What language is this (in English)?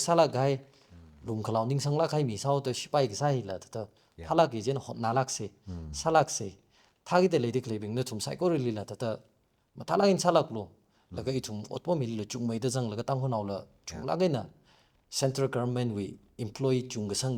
Tangkhul Naga (India)